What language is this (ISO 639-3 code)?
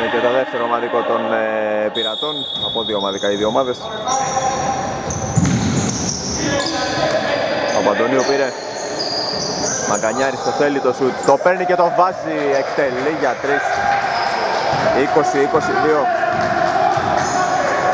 ell